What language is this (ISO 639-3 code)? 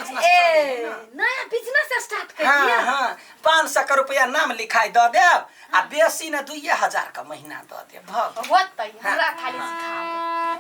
mai